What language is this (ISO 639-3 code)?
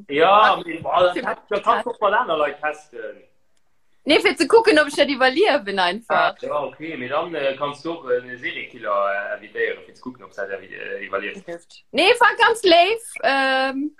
ltz